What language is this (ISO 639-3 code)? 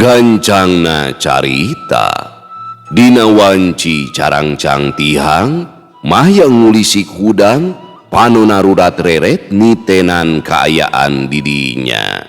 sun